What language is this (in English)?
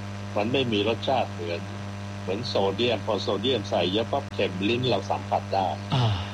Thai